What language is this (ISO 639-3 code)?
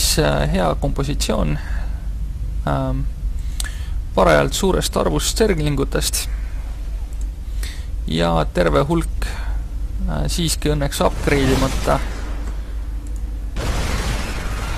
est